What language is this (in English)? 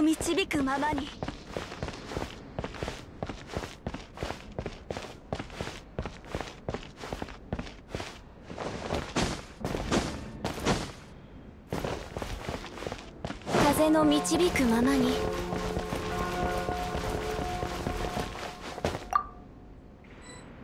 Japanese